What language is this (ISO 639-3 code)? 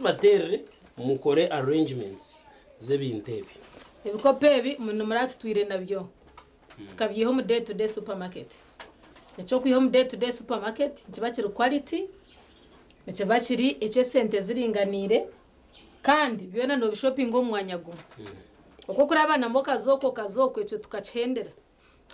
nyn